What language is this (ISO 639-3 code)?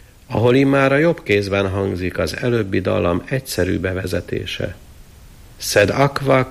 hun